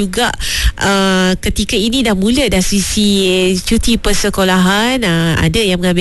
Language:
Malay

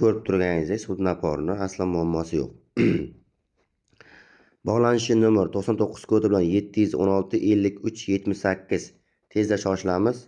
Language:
Uzbek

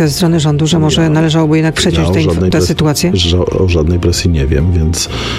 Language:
Polish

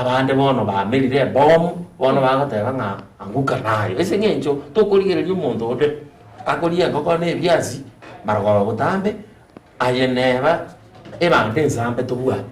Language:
Gusii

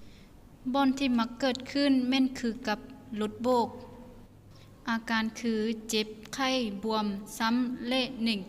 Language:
Lao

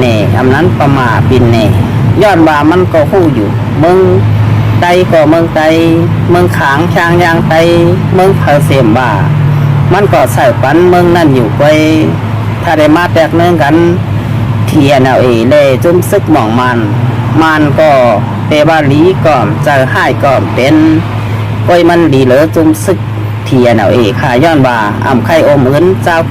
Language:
Shan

